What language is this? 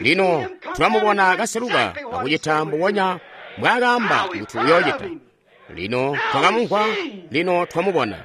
Tonga (Zambia)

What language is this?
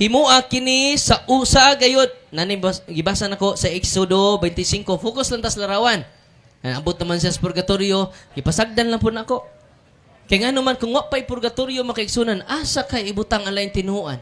Cebuano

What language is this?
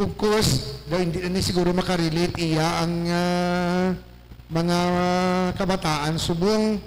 Hiligaynon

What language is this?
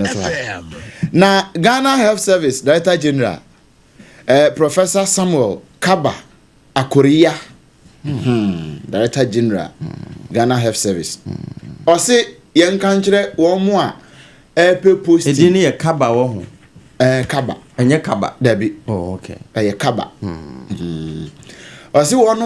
Akan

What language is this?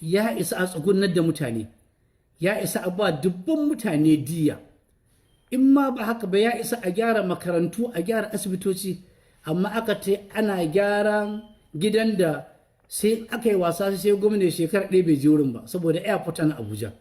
Hausa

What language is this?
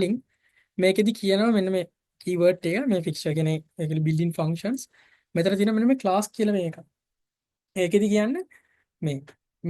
Sinhala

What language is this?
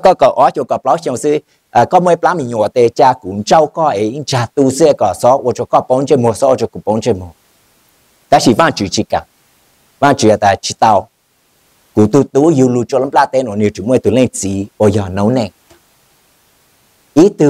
Vietnamese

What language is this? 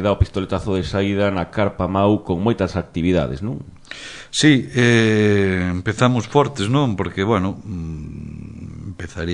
Galician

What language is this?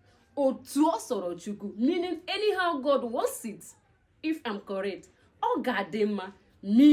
Igbo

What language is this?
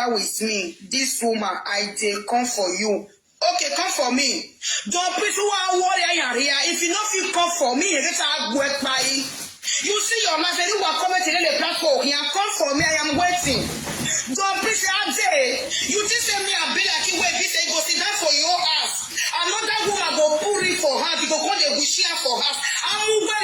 Nigerian Pidgin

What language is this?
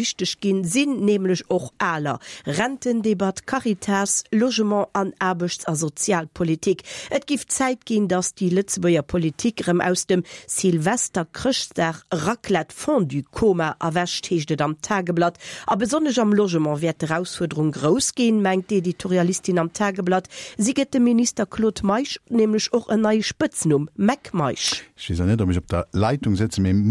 Luxembourgish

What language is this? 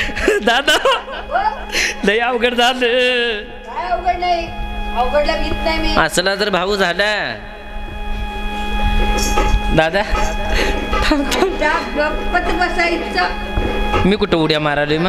Marathi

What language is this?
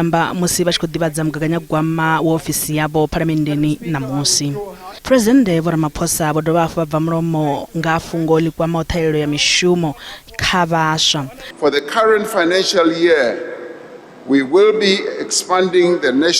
Venda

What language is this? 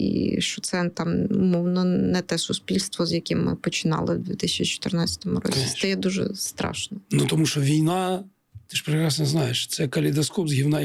Ukrainian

